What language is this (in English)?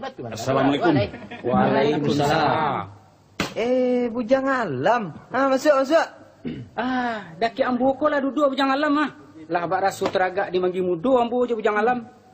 Minangkabau